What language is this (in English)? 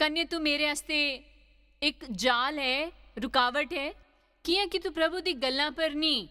Dogri